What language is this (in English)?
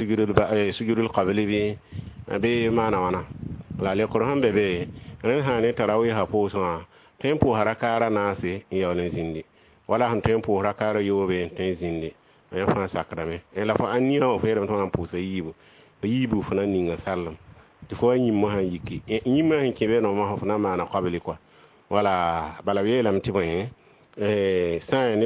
Mossi